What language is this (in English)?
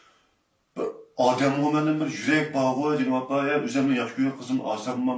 Uyghur